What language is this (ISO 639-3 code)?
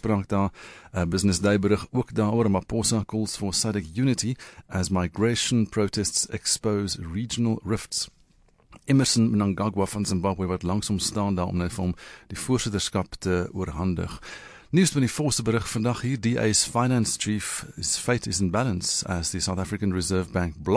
afr